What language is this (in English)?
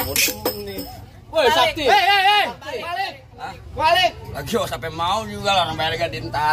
Betawi